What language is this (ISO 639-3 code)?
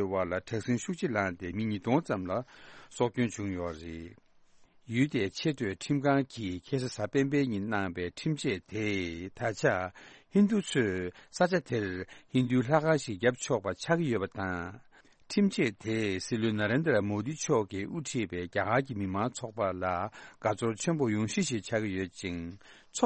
bod